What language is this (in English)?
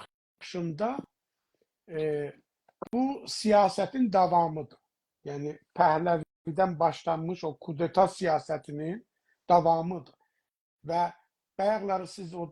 South Azerbaijani